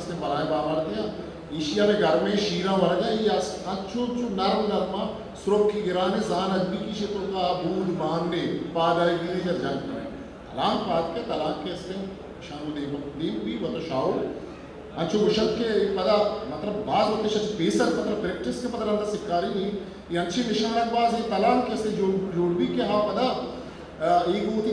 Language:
Eastern Balochi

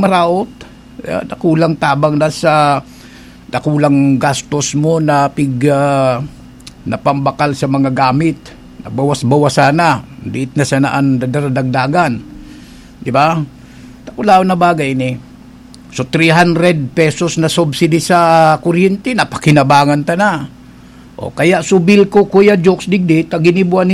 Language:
Bikol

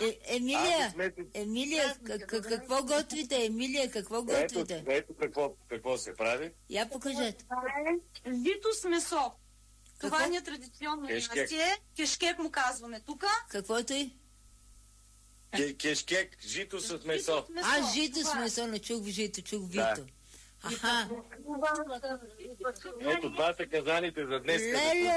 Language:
Bulgarian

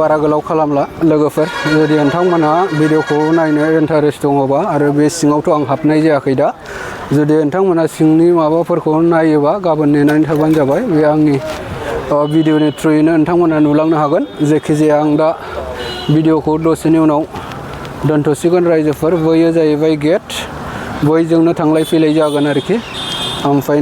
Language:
Bodo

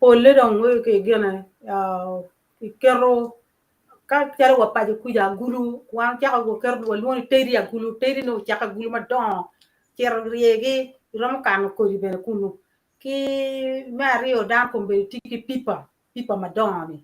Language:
Acoli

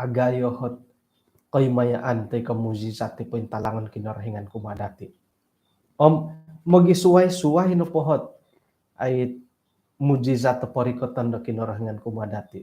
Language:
Central Dusun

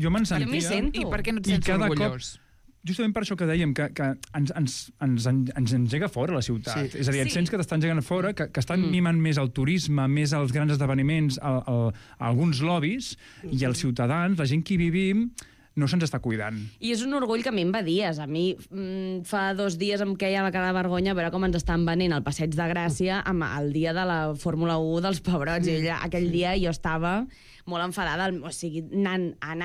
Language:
Catalan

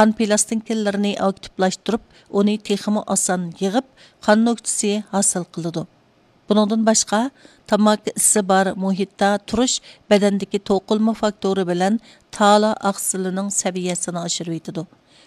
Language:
Uyghur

